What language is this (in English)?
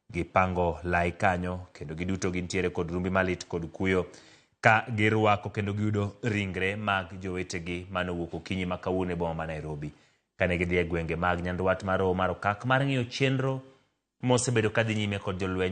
Luo (Kenya and Tanzania)